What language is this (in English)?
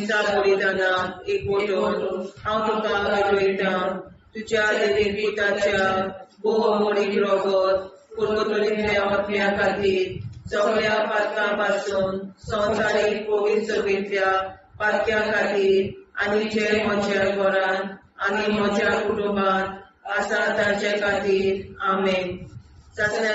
Konkani